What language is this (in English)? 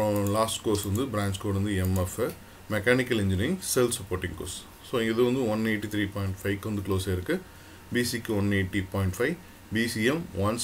Tamil